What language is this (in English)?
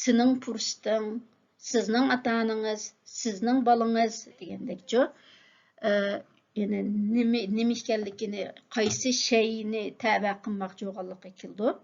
Uyghur